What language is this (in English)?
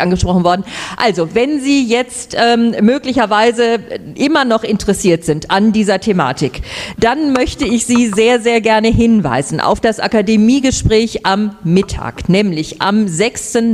German